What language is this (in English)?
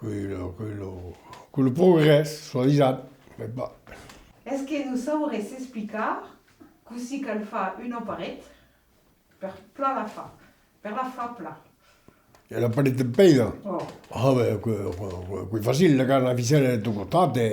Occitan